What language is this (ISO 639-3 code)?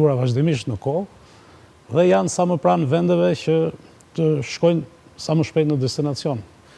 sqi